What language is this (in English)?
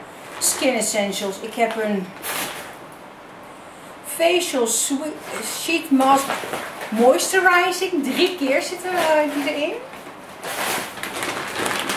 Dutch